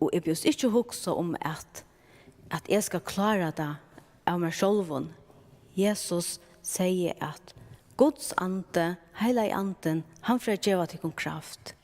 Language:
Faroese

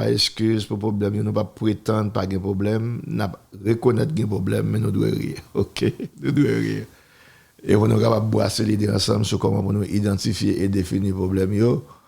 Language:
Haitian Creole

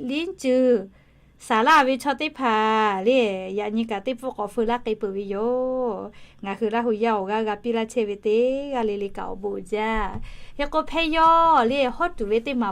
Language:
Lahu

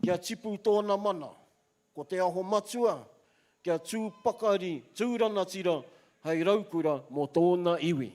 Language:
Māori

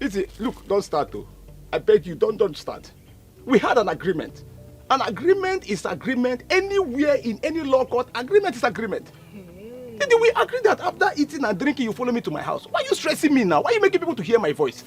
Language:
Nigerian Pidgin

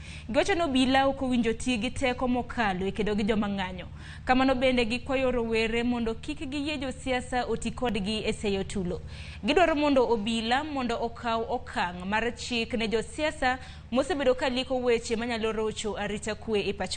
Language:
Luo (Kenya and Tanzania)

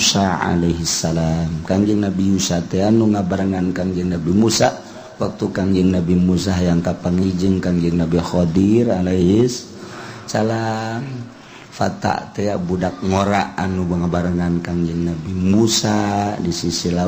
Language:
Sundanese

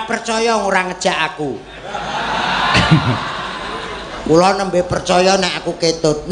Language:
Javanese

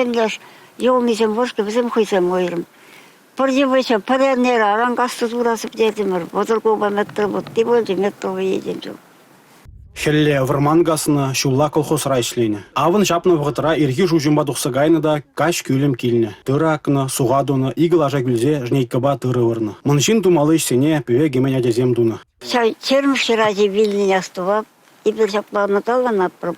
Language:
Chuvash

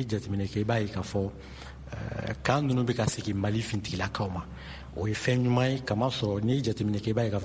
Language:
Bambara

